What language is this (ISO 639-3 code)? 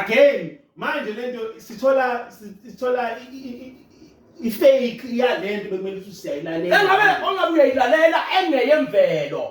zul